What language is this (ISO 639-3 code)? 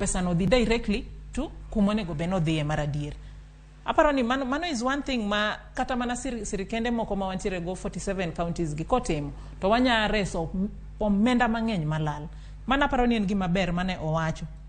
luo